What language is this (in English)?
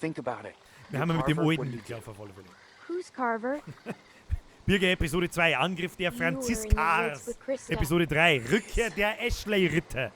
Bavarian